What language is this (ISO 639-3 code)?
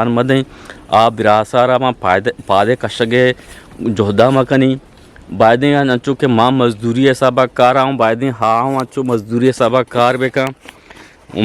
bgp